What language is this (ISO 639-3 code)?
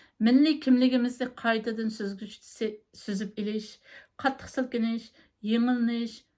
uig